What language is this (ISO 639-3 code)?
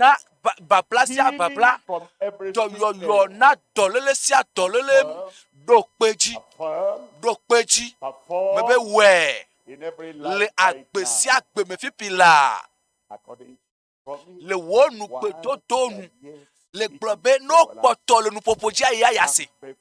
ewe